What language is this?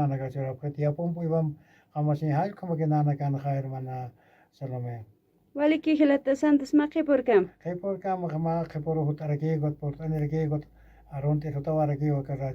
Aymara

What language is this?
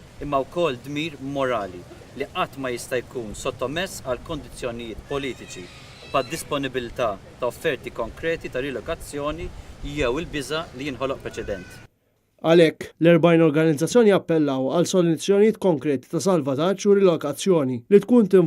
Maltese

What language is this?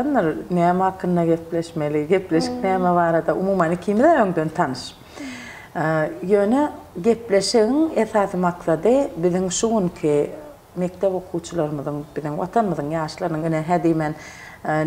Turkmen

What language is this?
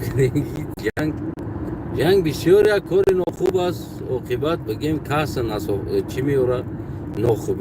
Tajik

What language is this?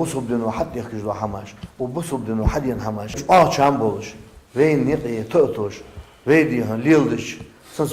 Ingush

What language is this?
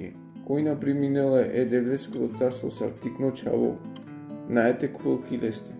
Balkan Romani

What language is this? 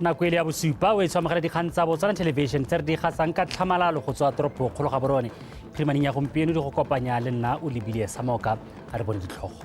Tswana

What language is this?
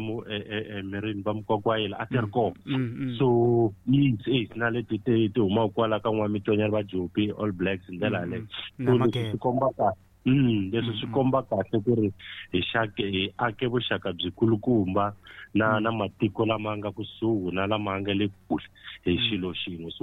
Tsonga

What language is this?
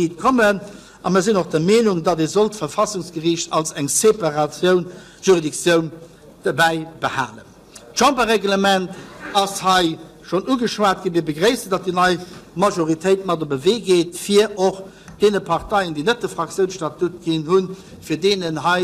Luxembourgish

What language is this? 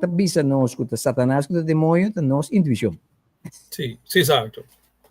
Papiamento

